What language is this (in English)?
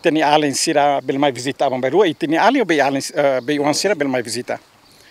Tetum